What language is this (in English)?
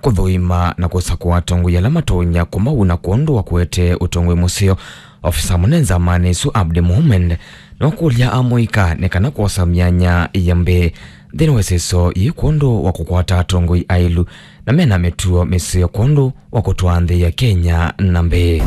Kamba